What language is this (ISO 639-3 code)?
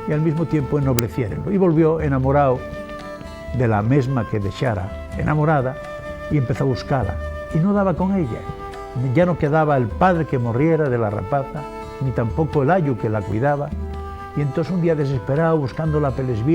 ast